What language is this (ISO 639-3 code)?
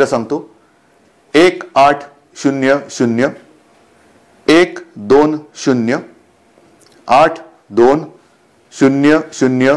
mar